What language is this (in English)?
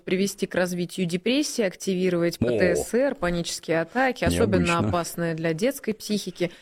Russian